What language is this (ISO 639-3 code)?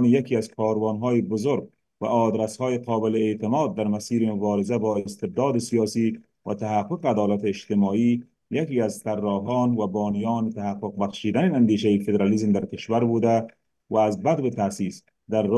fas